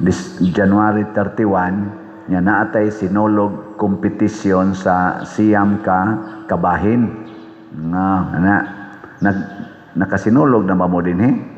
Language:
Cebuano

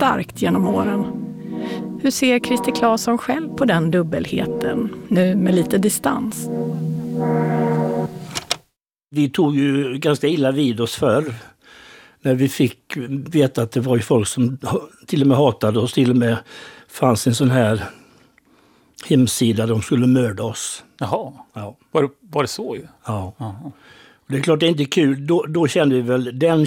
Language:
Swedish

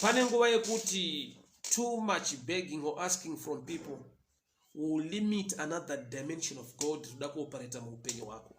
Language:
Shona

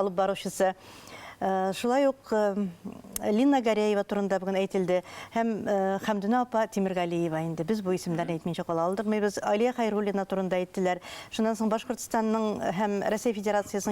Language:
Bashkir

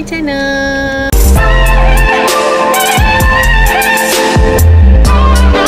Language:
Malay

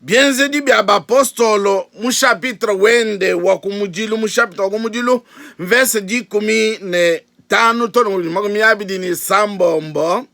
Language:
Luba-Lulua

